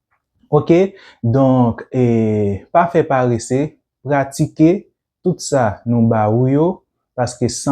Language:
Haitian Creole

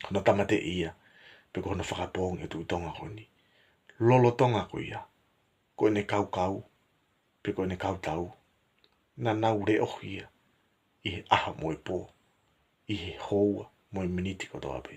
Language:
Tongan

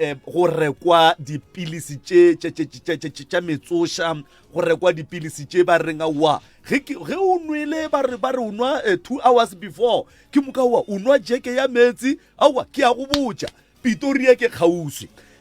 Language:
Northern Sotho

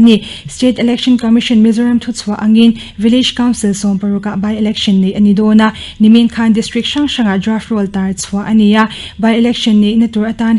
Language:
Mizo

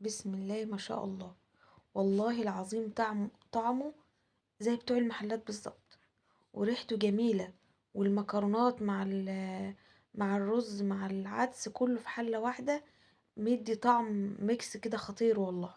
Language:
Egyptian Arabic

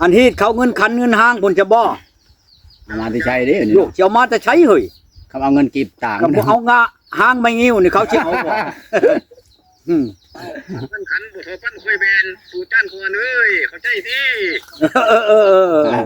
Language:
Lao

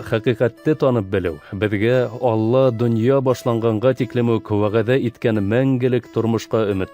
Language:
Bashkir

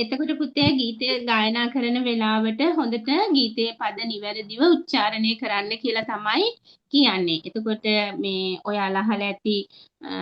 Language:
Sinhala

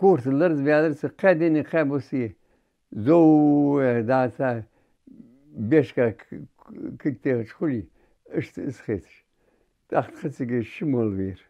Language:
Ingush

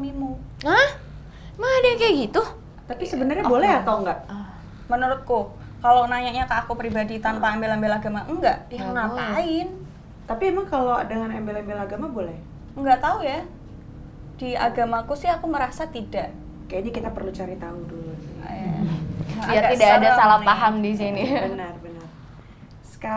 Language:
Indonesian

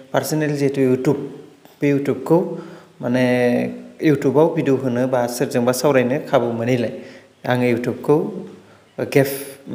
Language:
Bodo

